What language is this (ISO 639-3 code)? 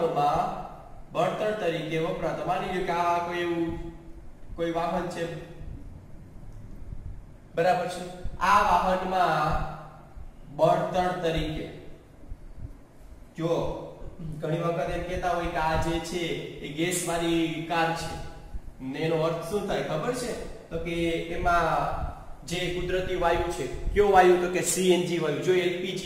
guj